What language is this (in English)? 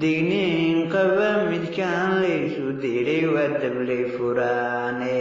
Somali